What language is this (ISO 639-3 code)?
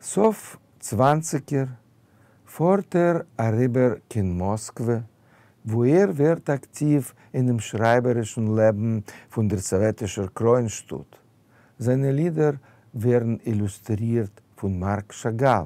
yid